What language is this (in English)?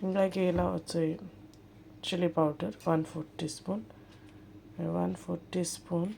Konkani